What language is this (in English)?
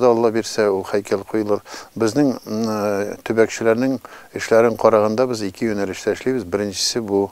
Tatar